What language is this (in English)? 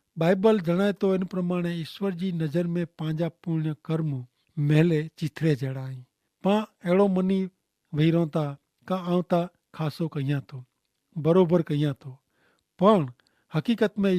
Kachhi